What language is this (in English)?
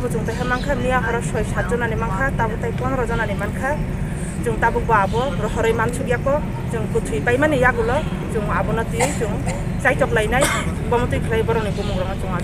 Kok Borok